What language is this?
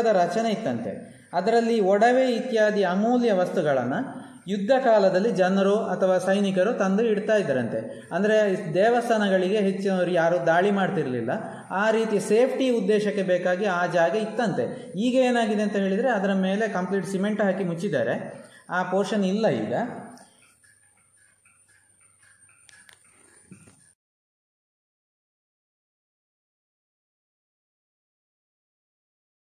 Kannada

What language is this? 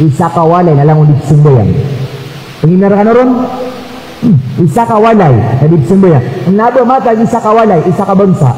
Maranao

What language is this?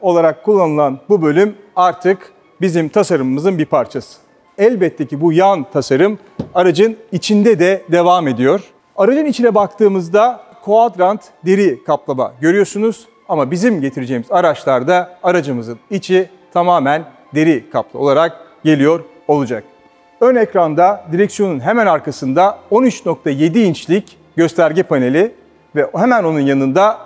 Turkish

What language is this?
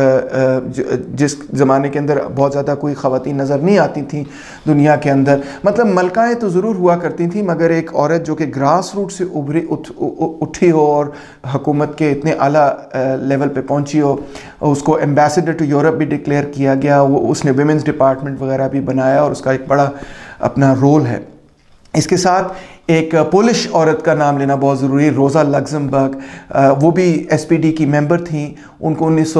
Urdu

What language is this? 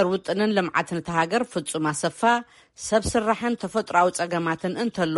Tigrinya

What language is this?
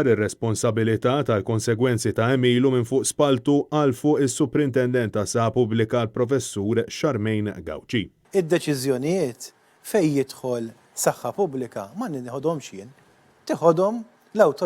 Maltese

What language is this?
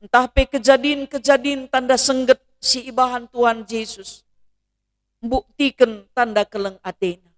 Batak Karo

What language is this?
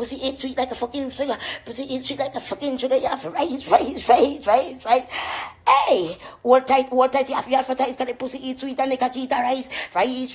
Jamaican Creole English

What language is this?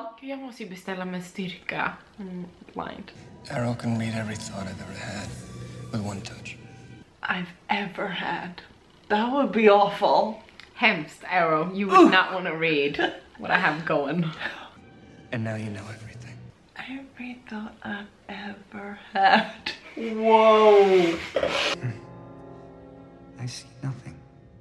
Swedish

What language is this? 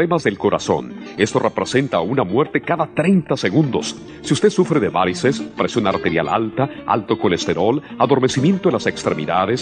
Spanish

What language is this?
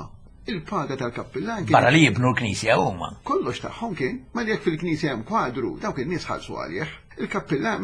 Maltese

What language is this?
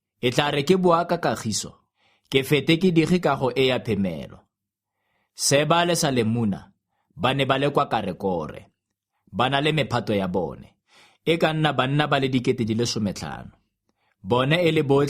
Tswana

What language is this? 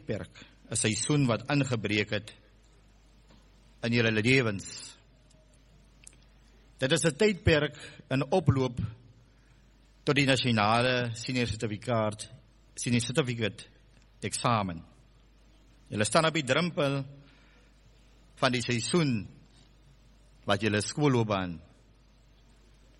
Afrikaans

